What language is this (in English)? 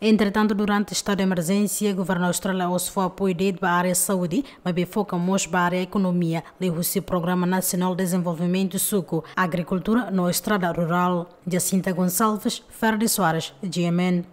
Tetum